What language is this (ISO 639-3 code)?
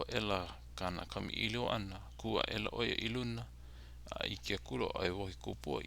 haw